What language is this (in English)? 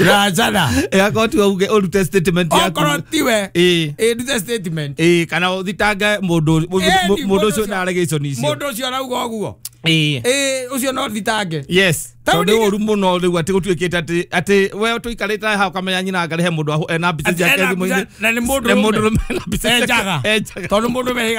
Kikuyu